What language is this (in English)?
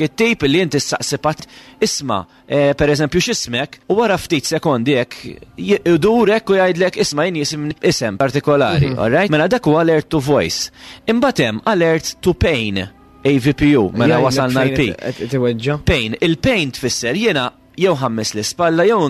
Maltese